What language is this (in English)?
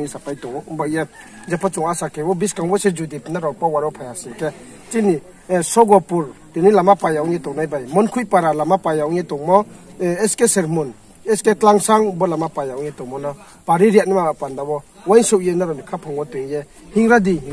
Riang (India)